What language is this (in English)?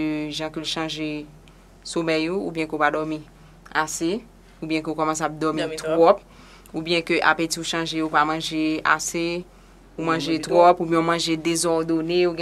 Haitian Creole